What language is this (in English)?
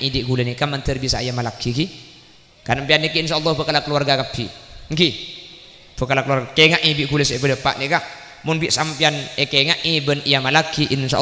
Madurese